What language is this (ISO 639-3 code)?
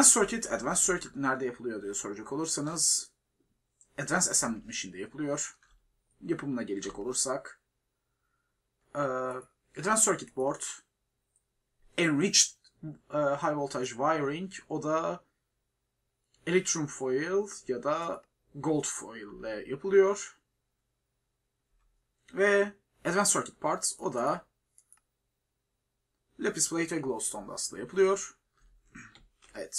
tur